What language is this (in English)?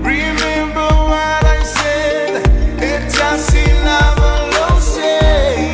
Samoan